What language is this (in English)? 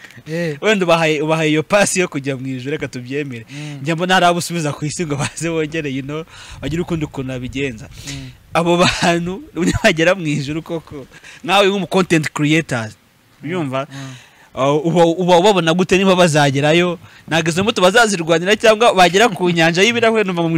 Kinyarwanda